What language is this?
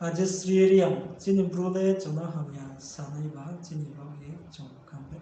Riang (India)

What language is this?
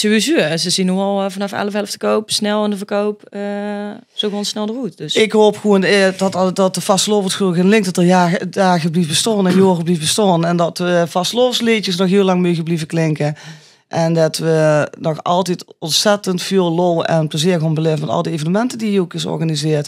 Limburgish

